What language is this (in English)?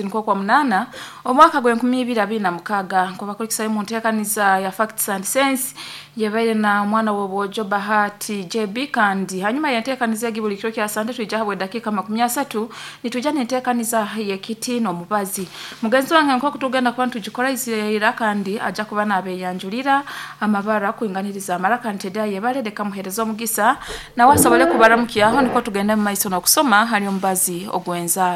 Nyankole